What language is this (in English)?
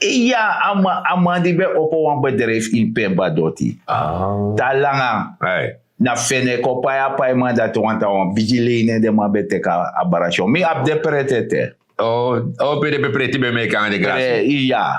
Sranan Tongo